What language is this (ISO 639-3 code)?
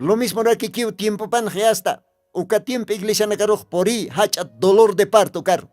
aym